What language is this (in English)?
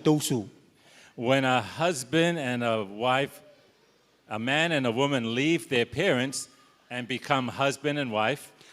Gilbertese